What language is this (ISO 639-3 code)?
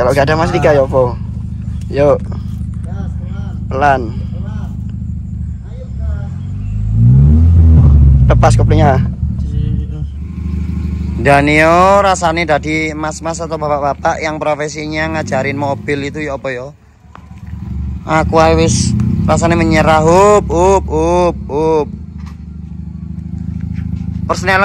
ind